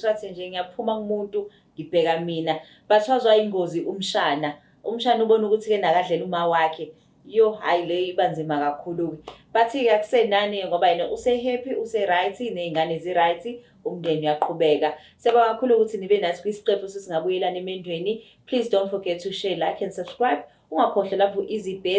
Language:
Zulu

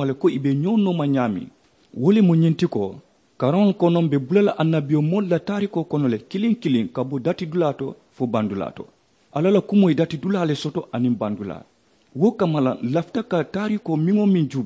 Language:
Mandingo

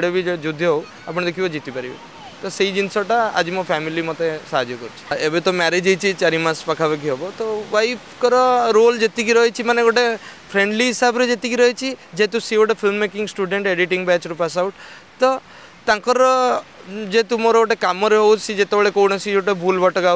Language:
Odia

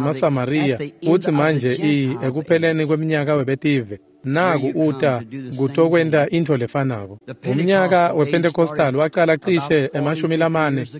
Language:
Swati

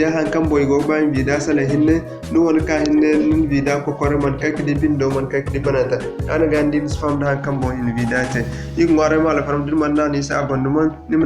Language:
Zarma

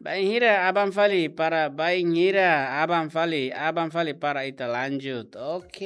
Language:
Tetum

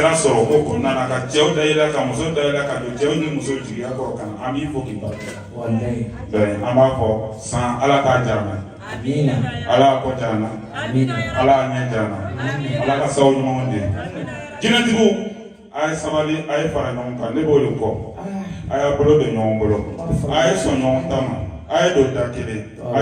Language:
Bambara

